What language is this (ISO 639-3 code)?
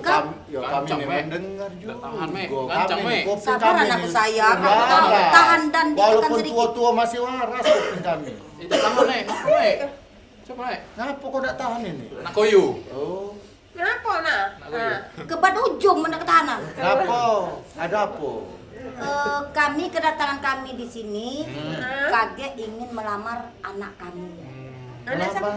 mui